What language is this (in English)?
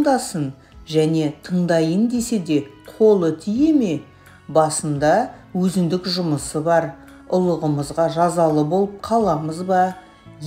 Kazakh